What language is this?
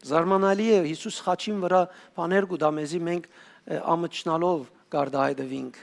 Western Armenian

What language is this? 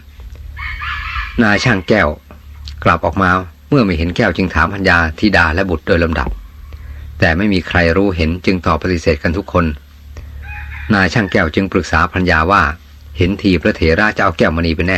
Thai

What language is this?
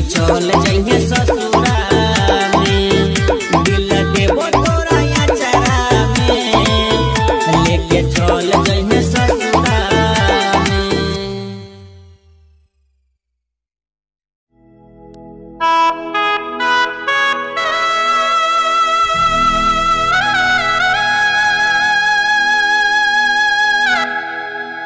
Bhojpuri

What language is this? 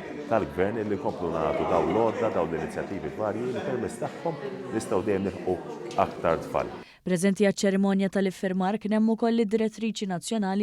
Maltese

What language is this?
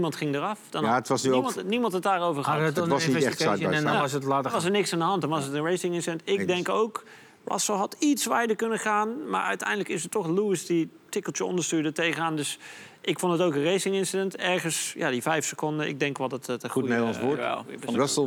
Dutch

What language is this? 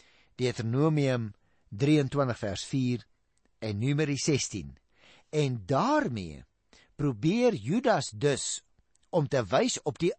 Afrikaans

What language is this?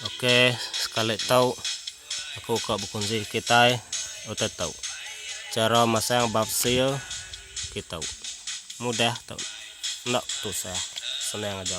Iban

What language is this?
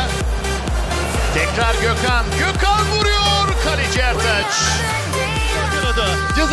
Turkish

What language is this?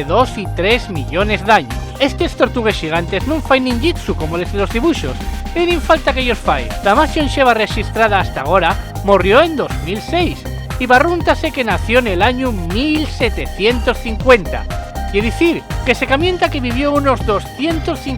Asturian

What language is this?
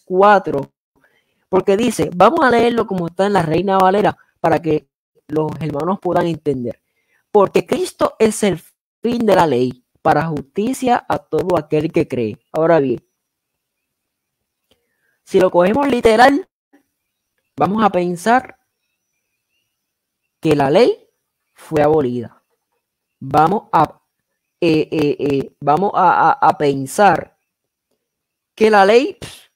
Spanish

